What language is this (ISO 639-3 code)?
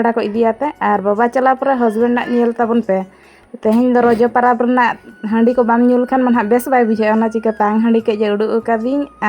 sat